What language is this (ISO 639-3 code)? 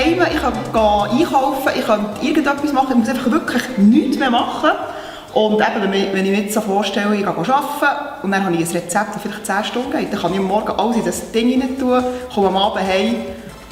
gsw